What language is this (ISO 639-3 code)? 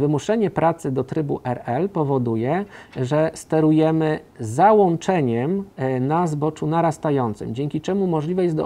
pol